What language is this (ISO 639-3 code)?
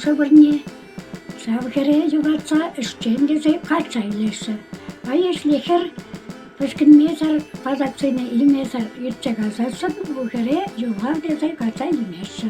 chv